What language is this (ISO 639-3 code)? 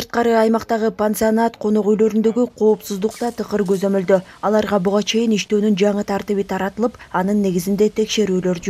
kir